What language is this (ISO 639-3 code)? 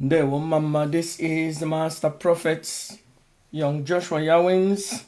ibo